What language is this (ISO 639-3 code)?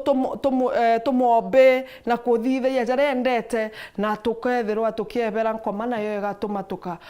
mer